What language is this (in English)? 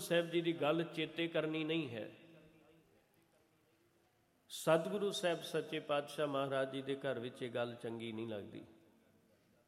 Punjabi